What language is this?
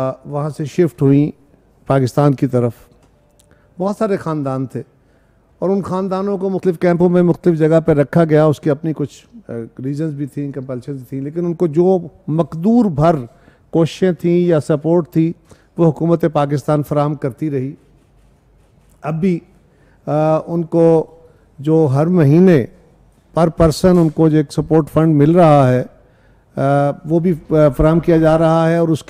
Urdu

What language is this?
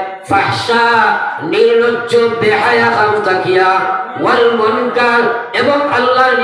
Sylheti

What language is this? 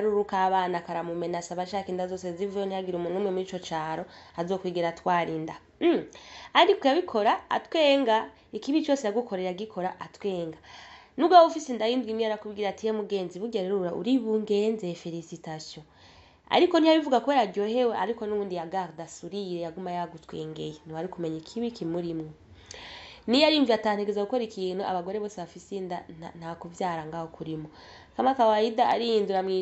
Rundi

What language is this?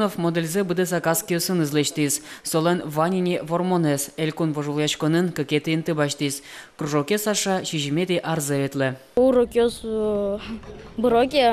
Udmurt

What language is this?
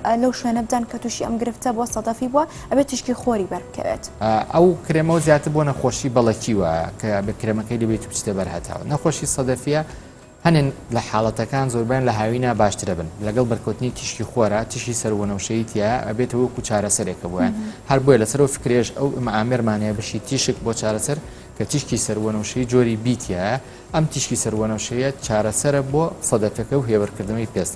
Central Kurdish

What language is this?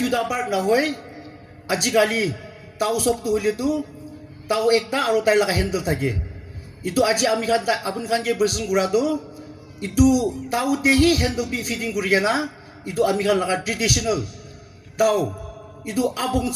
Yimchungru Naga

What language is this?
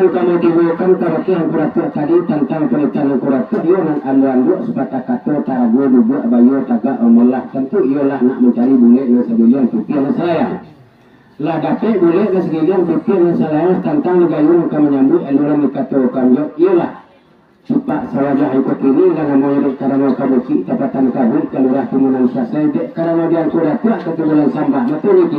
Minangkabau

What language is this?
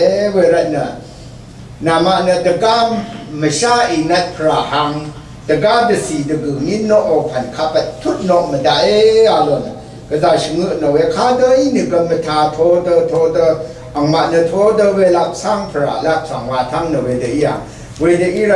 Rawang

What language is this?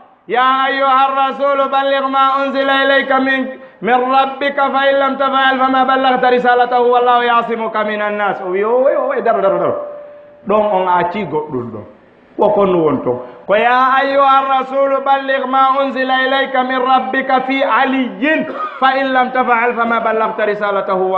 Fula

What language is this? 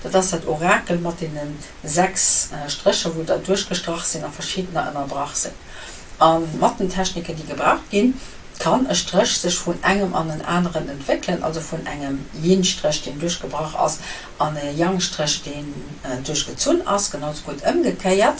Luxembourgish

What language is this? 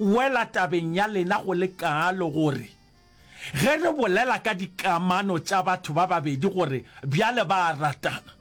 Northern Sotho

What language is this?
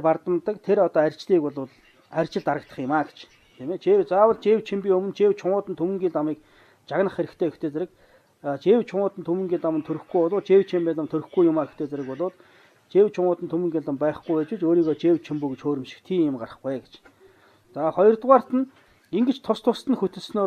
Mongolian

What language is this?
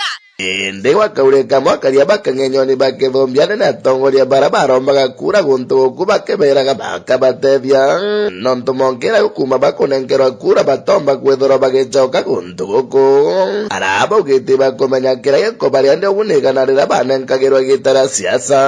Meru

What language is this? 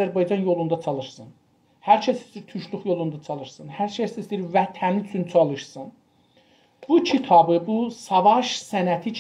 South Azerbaijani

